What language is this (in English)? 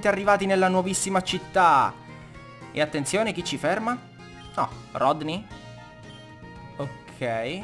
Italian